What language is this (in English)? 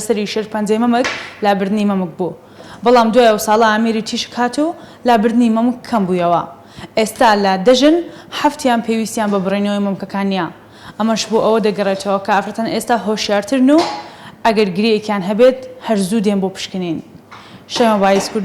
Central Kurdish